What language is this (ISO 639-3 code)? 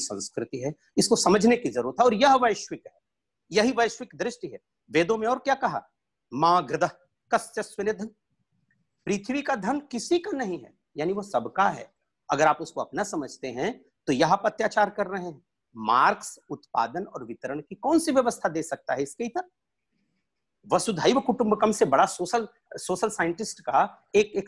hin